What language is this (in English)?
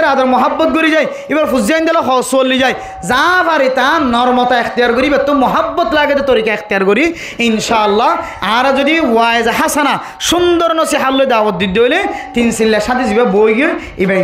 Rohingya